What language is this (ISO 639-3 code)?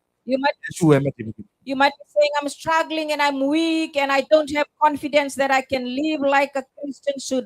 gil